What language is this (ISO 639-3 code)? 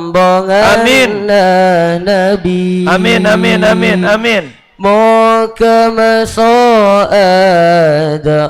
mad